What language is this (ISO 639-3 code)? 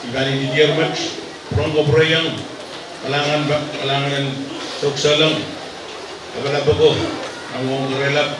pon